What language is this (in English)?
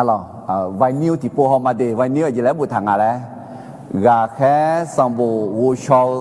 Akha